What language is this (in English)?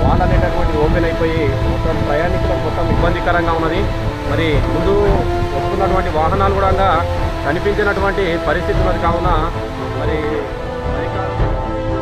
Telugu